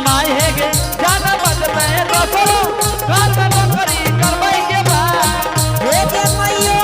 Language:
Angika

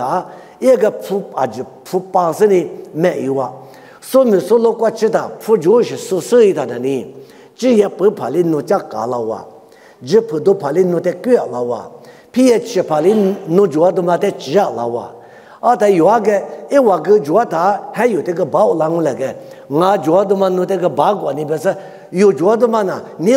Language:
Lisu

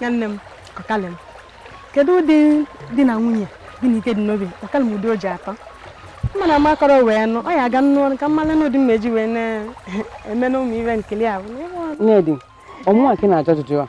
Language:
Igbo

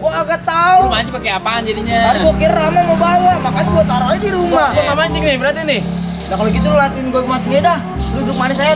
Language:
Betawi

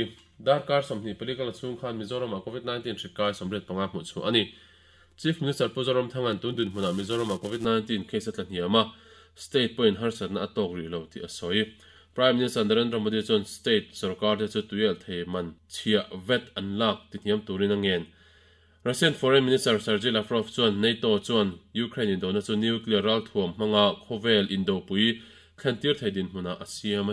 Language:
Mizo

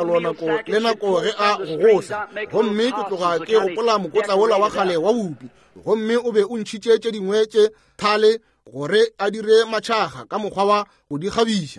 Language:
Northern Sotho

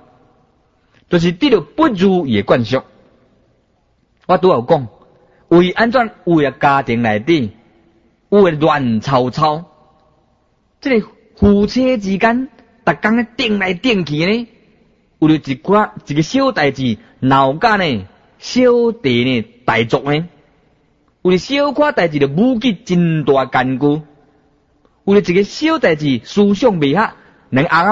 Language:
Min Nan Chinese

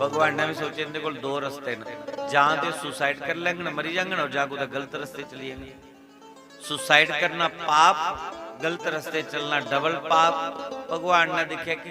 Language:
Dogri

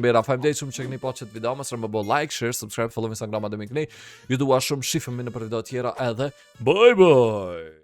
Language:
Albanian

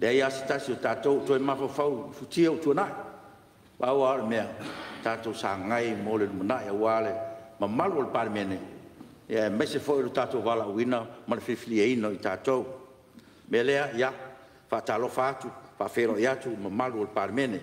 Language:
Samoan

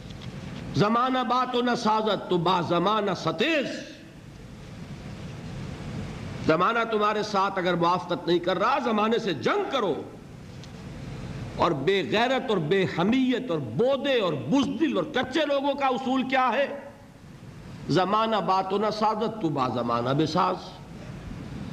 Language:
Urdu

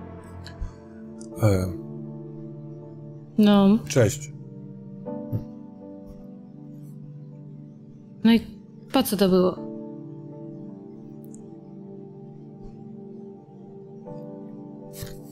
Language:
Polish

